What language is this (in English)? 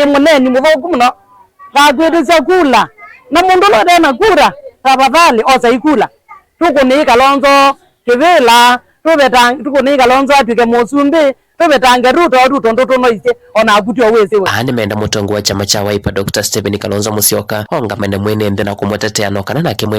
Kamba